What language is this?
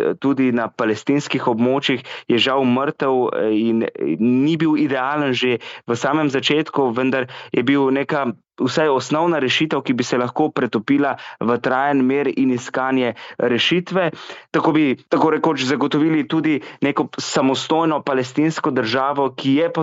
Slovenian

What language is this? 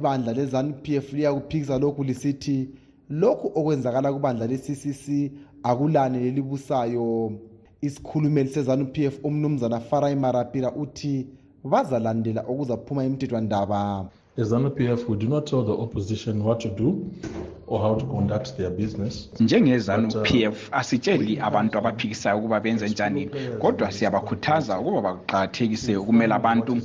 North Ndebele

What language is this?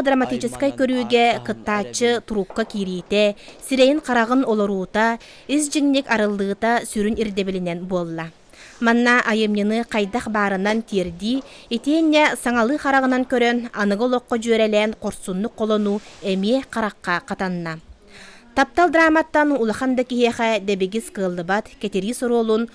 Yakut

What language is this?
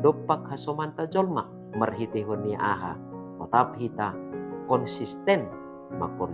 Batak Simalungun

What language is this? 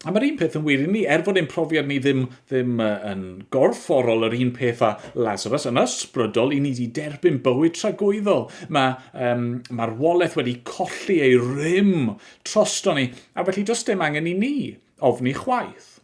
Welsh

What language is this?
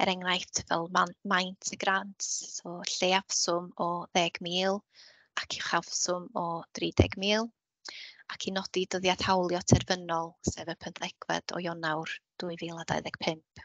Welsh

